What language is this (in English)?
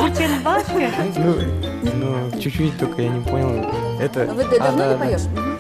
Udmurt